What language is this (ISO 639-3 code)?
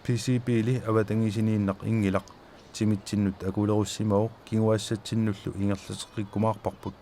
kal